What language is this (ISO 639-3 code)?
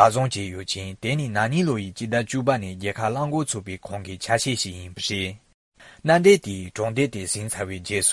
bod